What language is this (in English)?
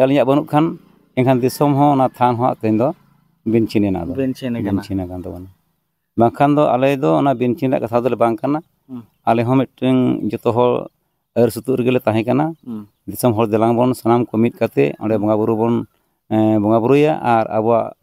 Santali